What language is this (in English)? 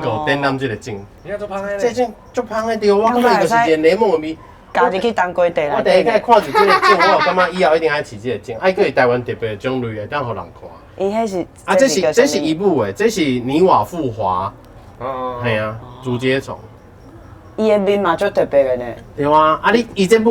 Min Nan Chinese